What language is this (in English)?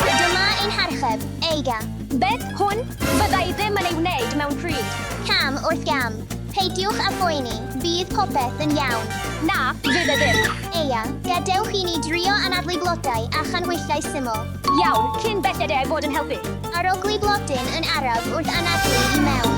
Welsh